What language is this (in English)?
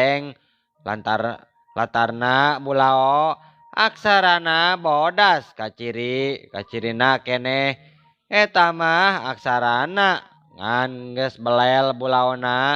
Sundanese